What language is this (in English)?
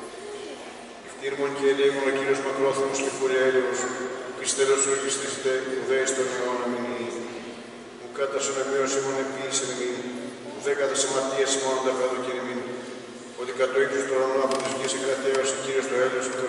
Greek